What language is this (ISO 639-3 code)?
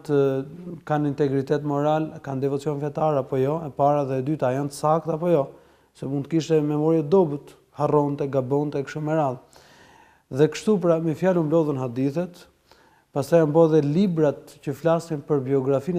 sqi